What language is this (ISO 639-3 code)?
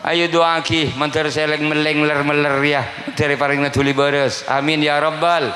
mad